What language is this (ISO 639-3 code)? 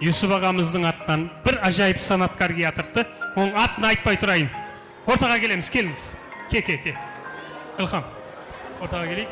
kaa